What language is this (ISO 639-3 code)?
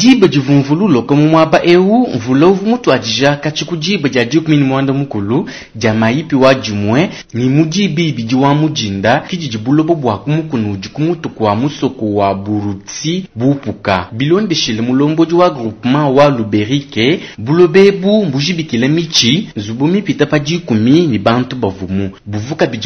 lua